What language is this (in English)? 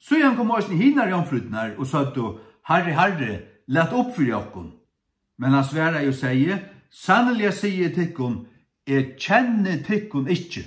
Faroese